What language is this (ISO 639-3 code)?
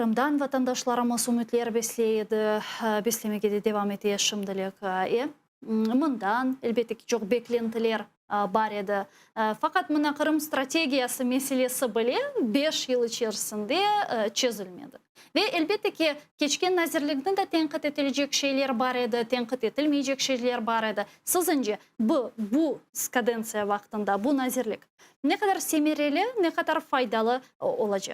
crh